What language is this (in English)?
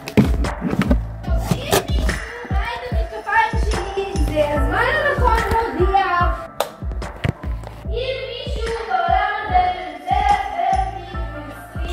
Hebrew